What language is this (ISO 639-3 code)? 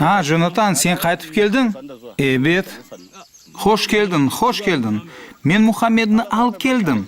crh